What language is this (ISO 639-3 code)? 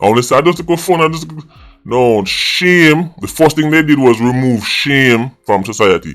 jam